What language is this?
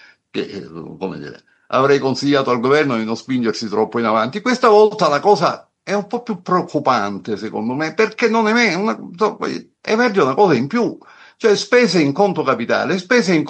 Italian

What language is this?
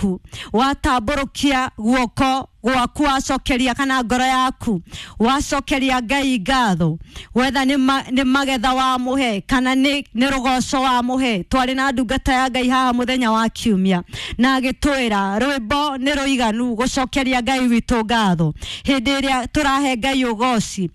Kikuyu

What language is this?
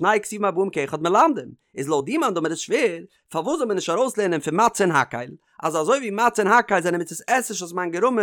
Yiddish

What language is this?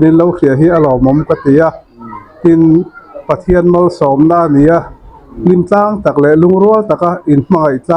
Mizo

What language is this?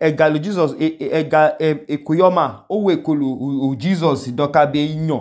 Idoma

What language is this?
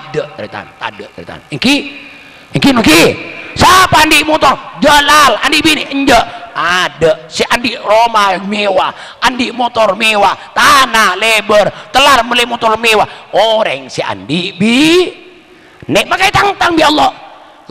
Madurese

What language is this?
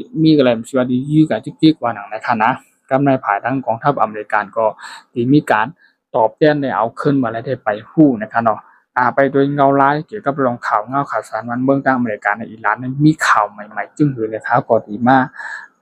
Shan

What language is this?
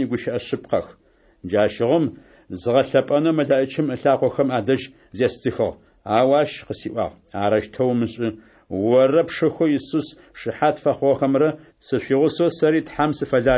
Adyghe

